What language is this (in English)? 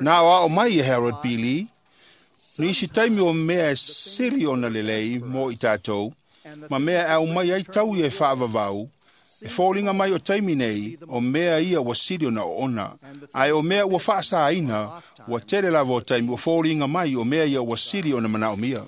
Samoan